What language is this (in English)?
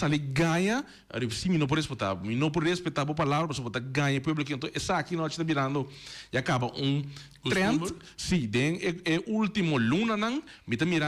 Papiamento